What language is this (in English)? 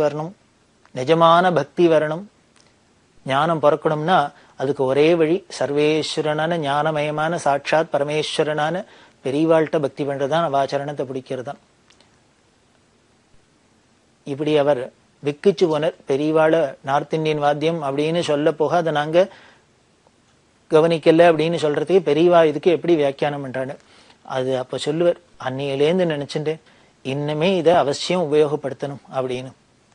Tamil